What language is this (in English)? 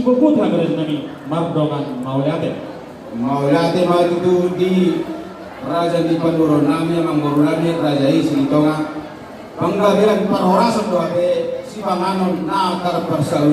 Batak Toba